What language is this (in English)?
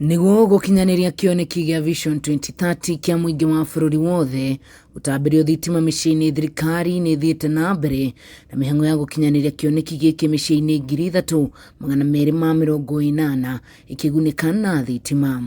Kikuyu